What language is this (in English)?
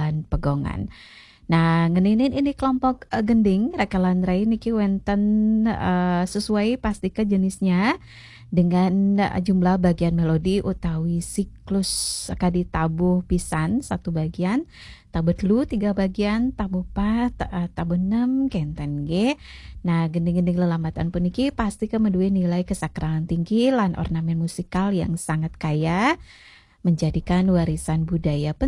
Balinese